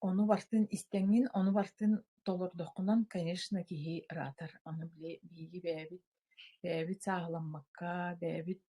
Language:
Yakut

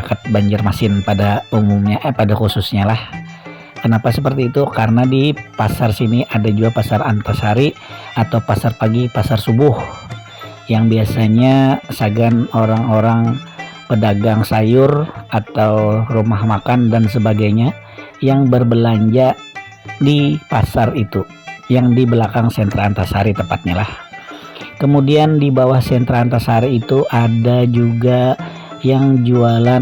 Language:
Banjar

